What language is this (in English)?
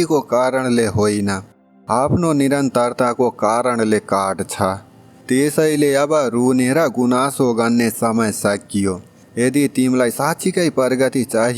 Nepali